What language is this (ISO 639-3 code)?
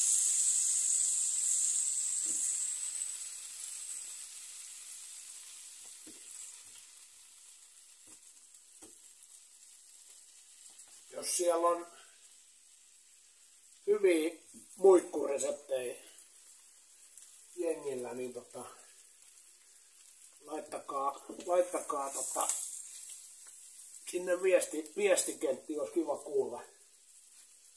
fin